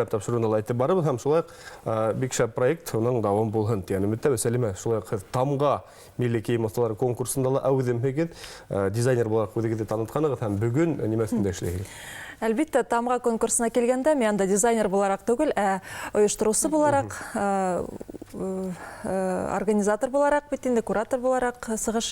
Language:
Bashkir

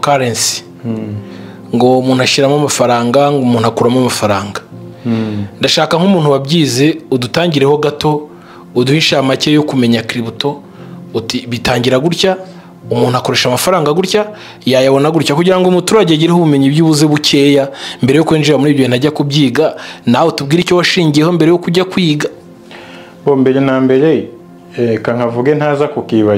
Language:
Kinyarwanda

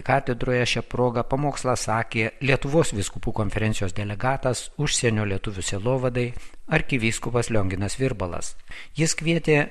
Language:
Lithuanian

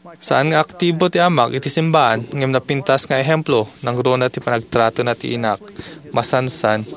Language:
Iloko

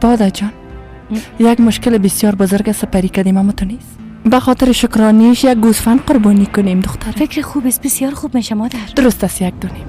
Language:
Persian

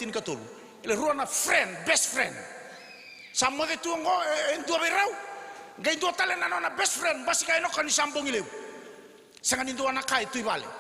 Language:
Fijian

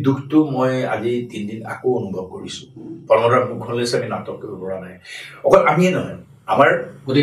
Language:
Assamese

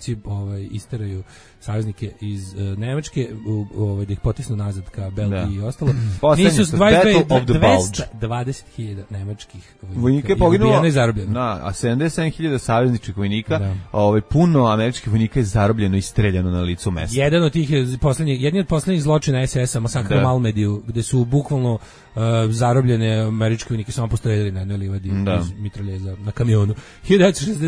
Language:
Serbian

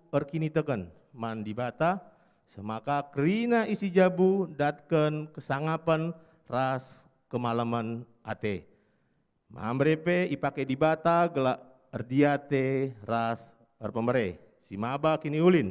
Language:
Batak Karo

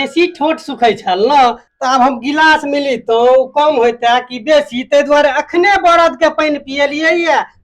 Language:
Maithili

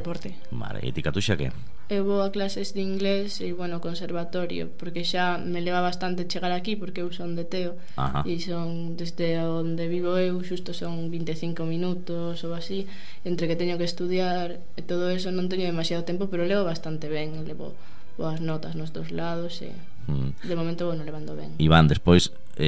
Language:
Galician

